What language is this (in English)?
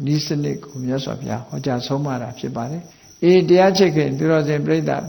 Burmese